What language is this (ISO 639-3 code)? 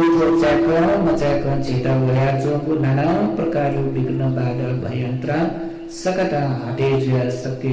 new